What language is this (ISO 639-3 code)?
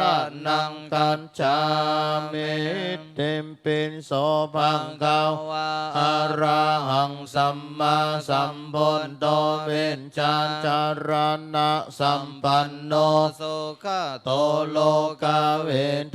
pli